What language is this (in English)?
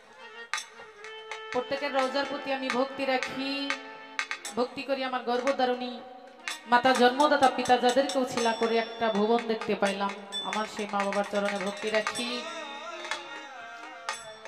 Bangla